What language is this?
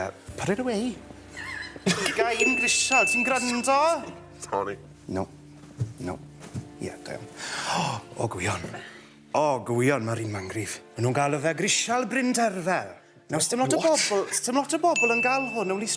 Welsh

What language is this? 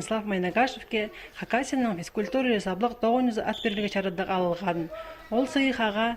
Khakas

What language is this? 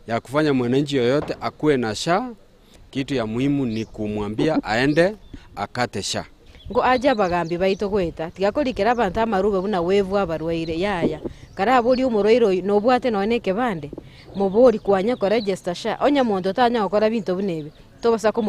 Gusii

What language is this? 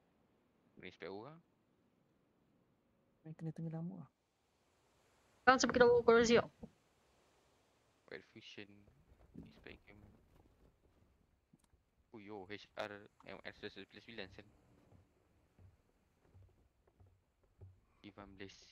Malay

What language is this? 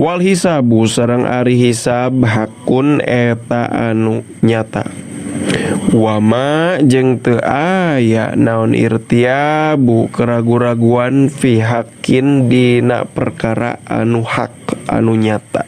Sundanese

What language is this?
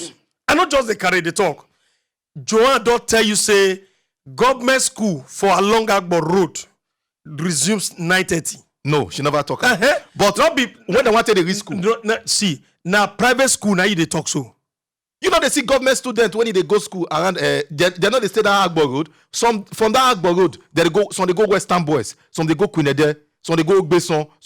Nigerian Pidgin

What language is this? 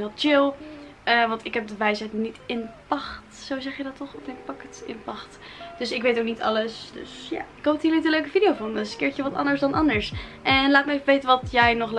Dutch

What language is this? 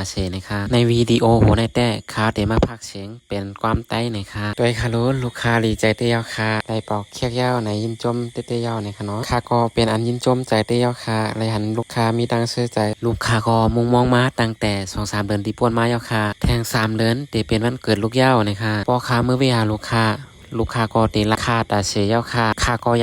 Shan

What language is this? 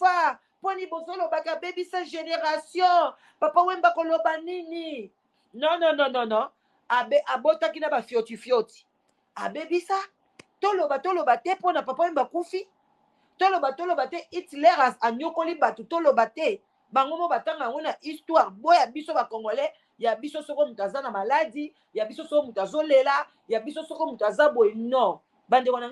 Lingala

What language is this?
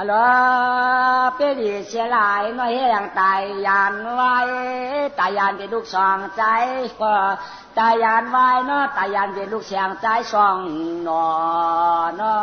Shan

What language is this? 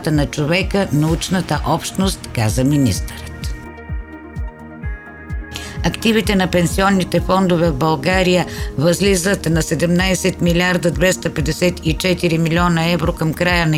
Bulgarian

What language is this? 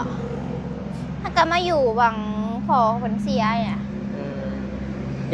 Northeastern Thai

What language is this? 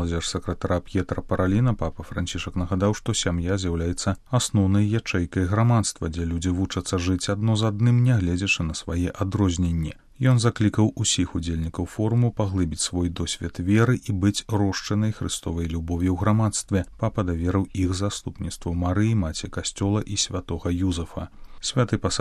Belarusian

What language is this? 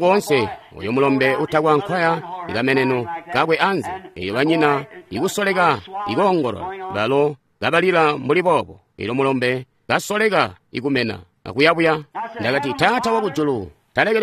Tonga (Zambia)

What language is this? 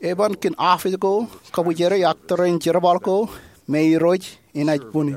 Marshallese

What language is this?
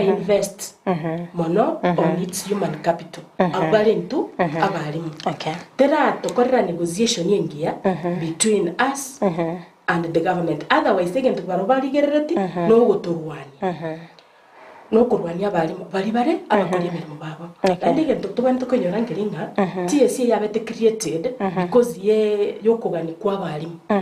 Gusii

